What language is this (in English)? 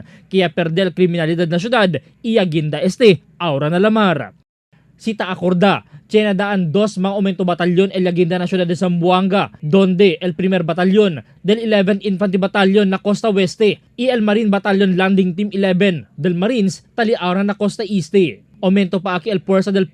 Chavacano